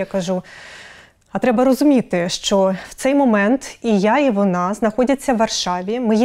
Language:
Ukrainian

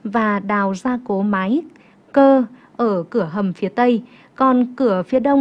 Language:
Vietnamese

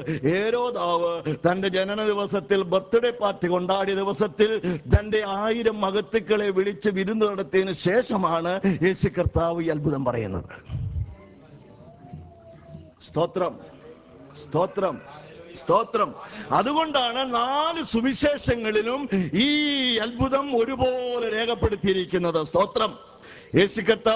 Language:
Malayalam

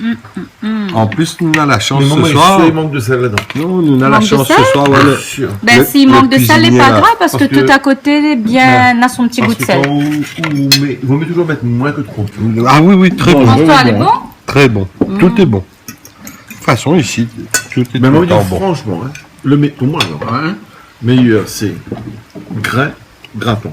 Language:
Réunion Creole French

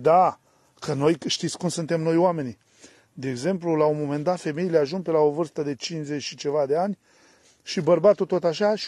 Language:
Romanian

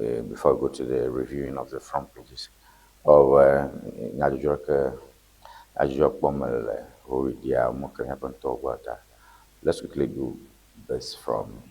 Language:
Ewe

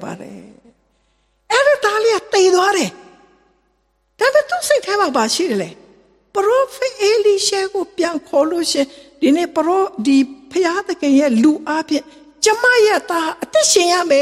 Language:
Burmese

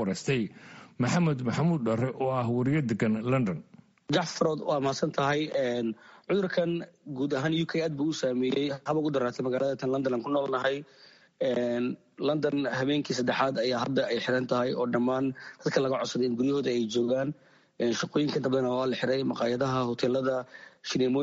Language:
Somali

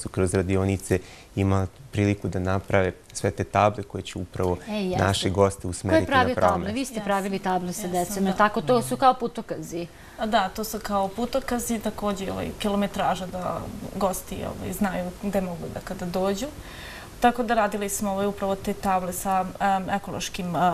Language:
Serbian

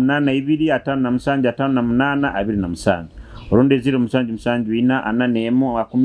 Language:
Nyoro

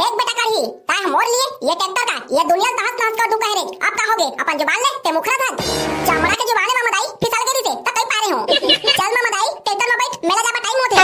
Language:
Chhattisgarhi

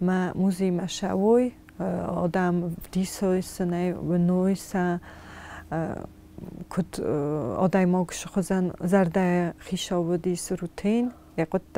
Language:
Ossetic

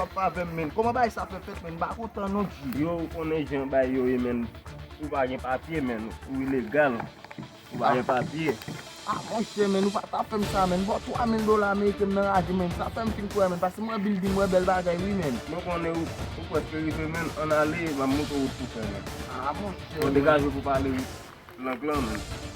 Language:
Haitian Creole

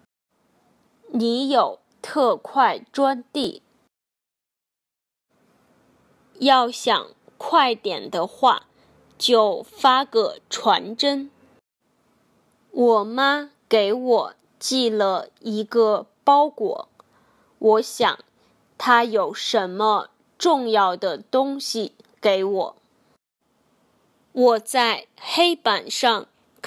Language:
Chinese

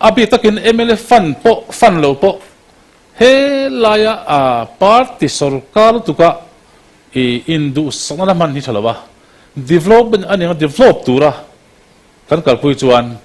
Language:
Mizo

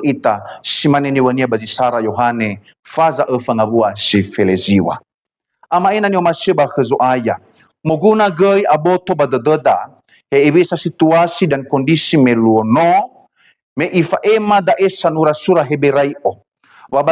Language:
Nias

